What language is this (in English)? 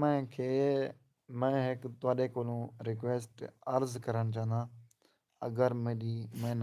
Saraiki